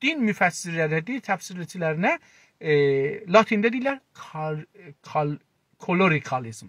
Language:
South Azerbaijani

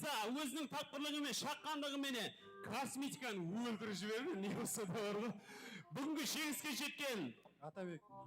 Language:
Kara-Kalpak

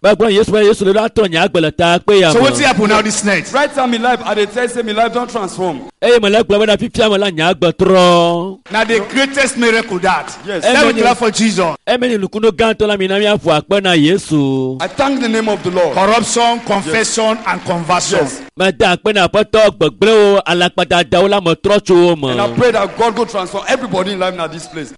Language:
Ewe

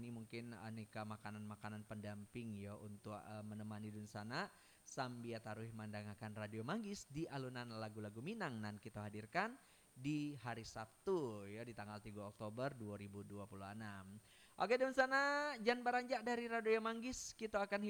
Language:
Minangkabau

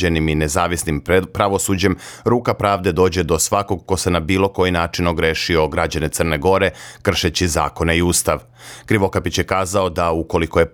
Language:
Serbian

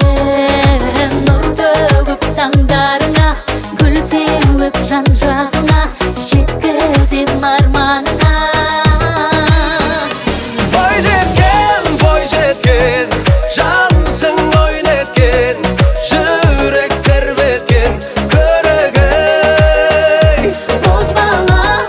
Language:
Kazakh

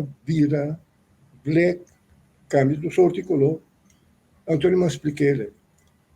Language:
Papiamento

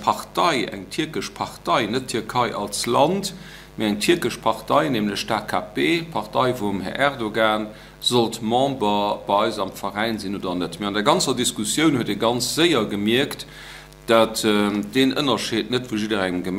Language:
Luxembourgish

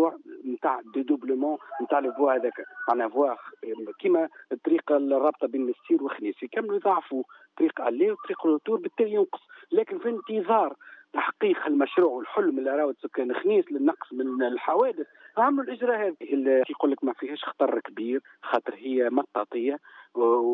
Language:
Tunisian Arabic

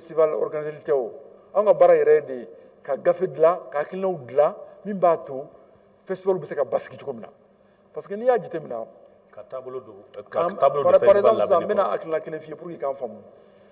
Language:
Bambara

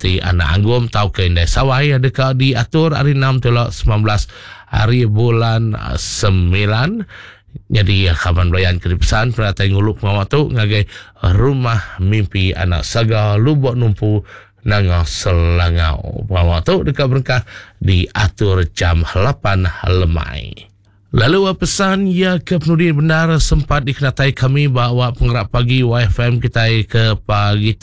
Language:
Iban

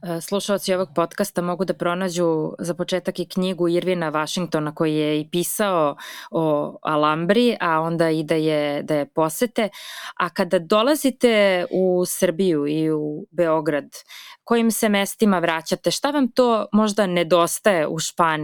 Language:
Serbian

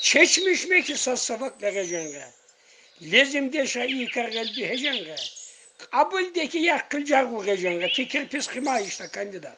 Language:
Tsakhur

